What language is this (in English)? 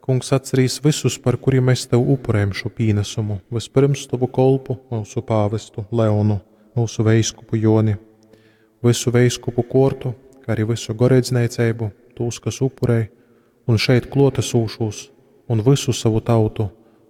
Latgalian